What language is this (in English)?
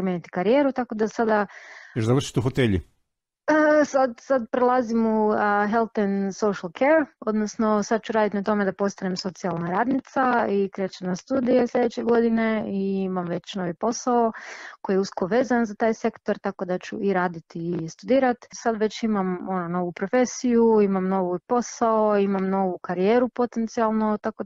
Croatian